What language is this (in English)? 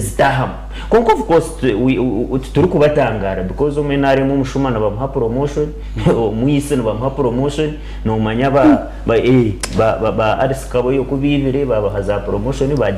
Nyankole